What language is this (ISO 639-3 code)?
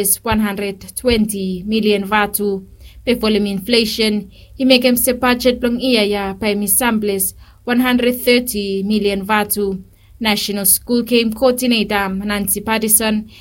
bis